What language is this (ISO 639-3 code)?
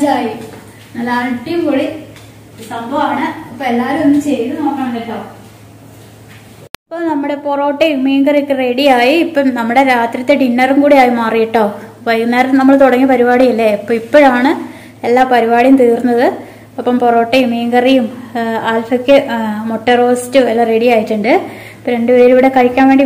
mal